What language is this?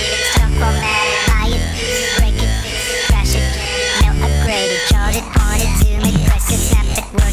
English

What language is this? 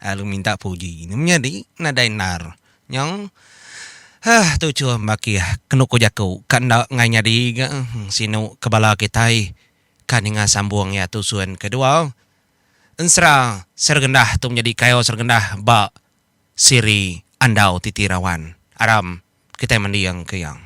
Iban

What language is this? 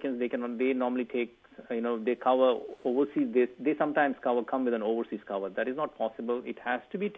Malayalam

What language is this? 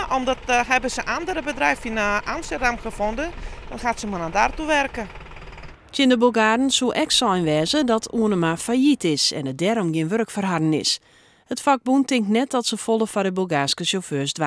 Western Frisian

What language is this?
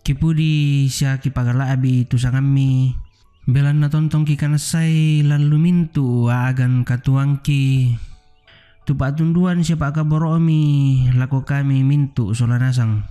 Toraja-Sa'dan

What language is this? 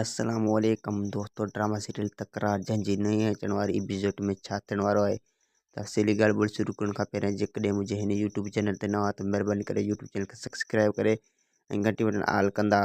Sindhi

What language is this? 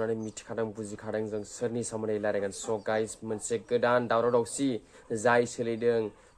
Bodo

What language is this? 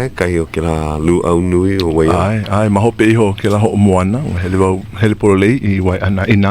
Hawaiian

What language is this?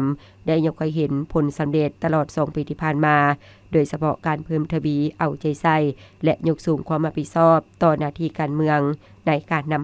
Lao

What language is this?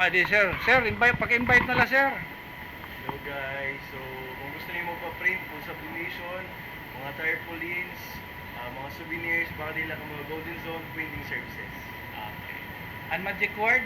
Waray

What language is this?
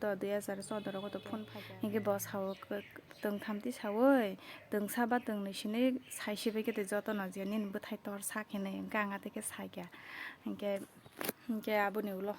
Kok Borok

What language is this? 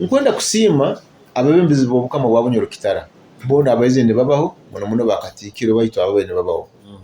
Nyoro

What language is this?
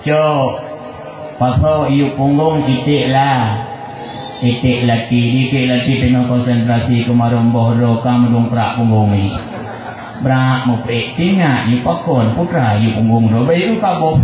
Achinese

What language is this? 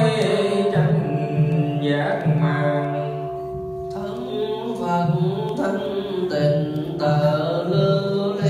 Vietnamese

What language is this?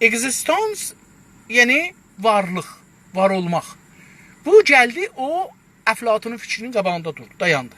South Azerbaijani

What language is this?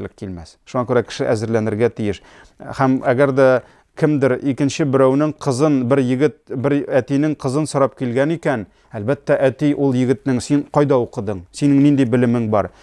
Tatar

